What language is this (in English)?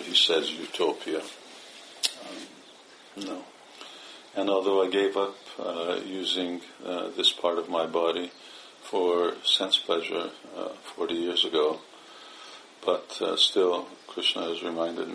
English